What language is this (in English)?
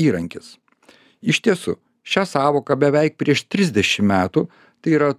Lithuanian